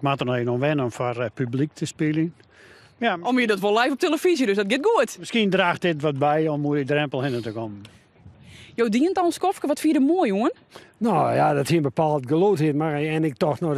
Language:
Western Frisian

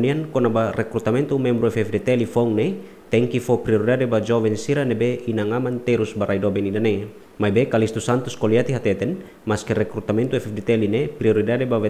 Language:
Tetum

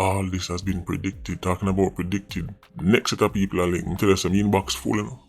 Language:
Jamaican Creole English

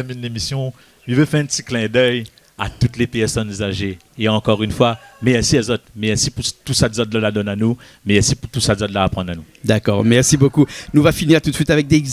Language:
Réunion Creole French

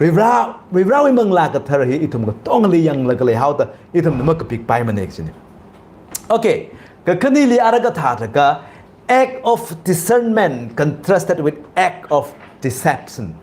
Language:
Tangkhul Naga (India)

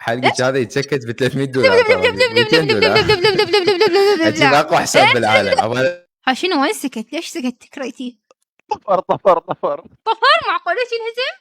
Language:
Mesopotamian Arabic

